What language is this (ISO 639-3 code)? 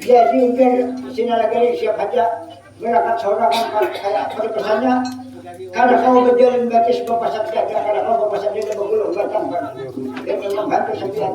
bjn